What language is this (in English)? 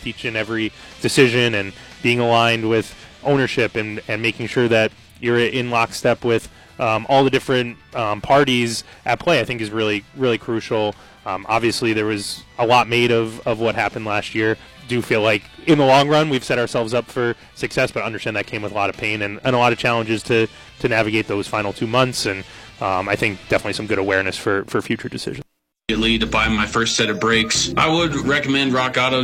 English